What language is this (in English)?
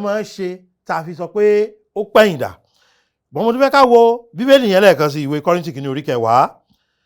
Yoruba